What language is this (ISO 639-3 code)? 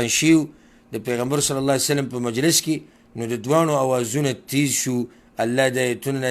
pus